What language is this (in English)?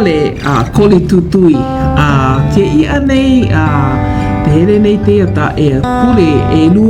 Hawaiian